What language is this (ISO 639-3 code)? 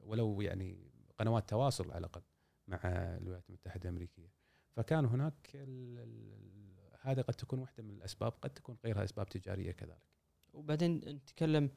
afb